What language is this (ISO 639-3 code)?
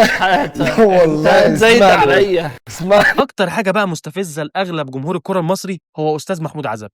arz